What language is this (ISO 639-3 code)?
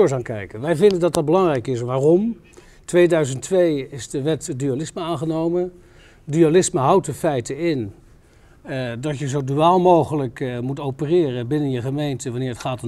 nld